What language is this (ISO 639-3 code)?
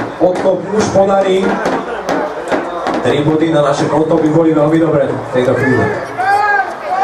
slk